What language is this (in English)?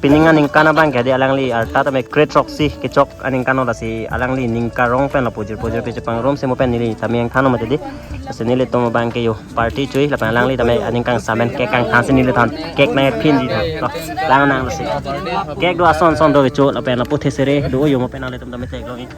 Karbi